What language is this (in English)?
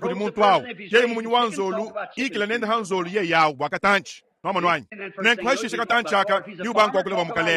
Luba-Lulua